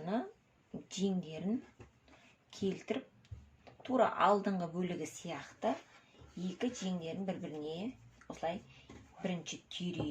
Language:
Kazakh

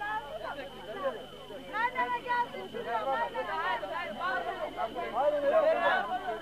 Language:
Turkish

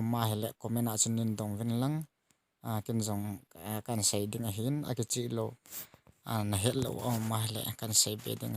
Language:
Thado Chin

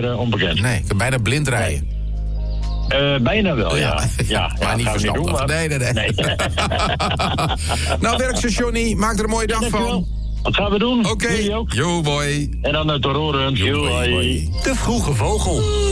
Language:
Dutch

